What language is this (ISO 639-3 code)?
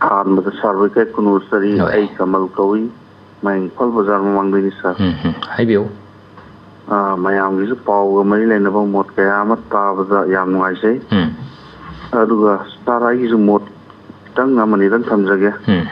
mni